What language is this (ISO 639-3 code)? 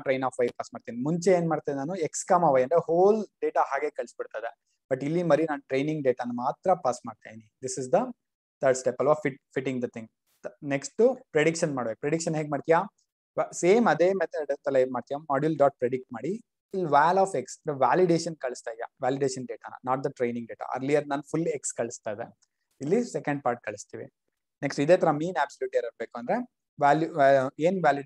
kan